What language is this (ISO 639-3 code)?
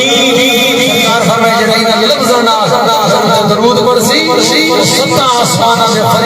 skr